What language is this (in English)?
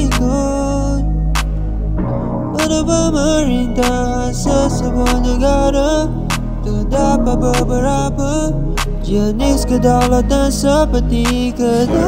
Malay